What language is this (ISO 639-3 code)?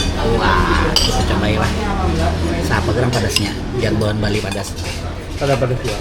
bjn